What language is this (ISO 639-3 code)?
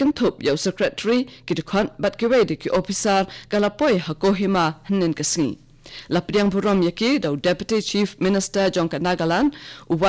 kha